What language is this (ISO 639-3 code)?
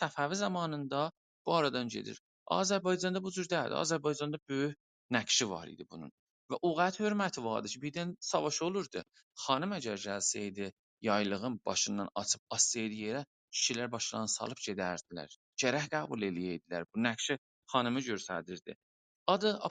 azb